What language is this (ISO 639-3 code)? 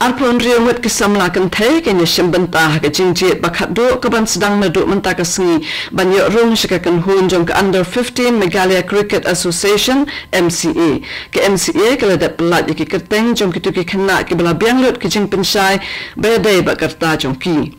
kha